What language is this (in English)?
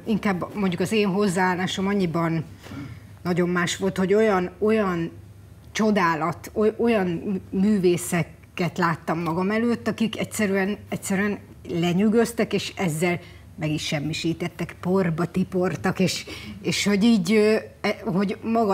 Hungarian